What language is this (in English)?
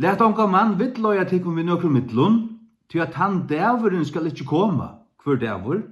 Faroese